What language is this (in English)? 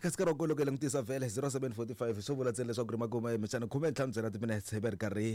Tsonga